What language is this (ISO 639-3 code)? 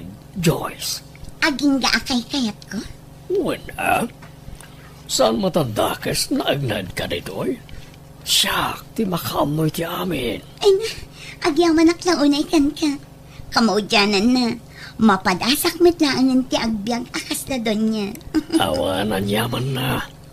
ilo